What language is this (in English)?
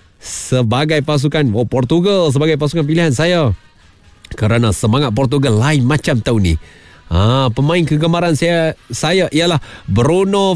Malay